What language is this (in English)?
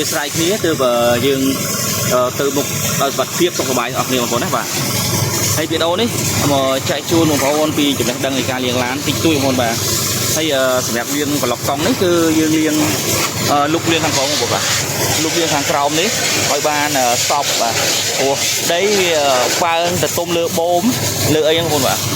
Khmer